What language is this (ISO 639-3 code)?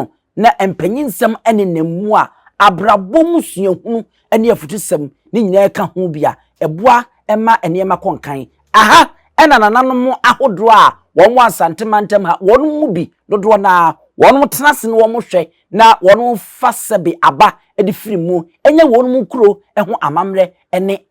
aka